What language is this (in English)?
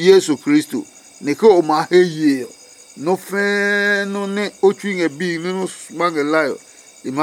Adangme